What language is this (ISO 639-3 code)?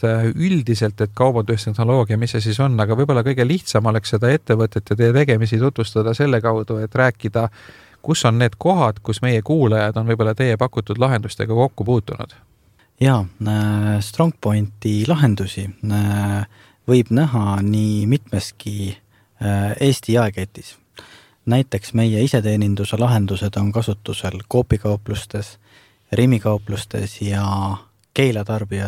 est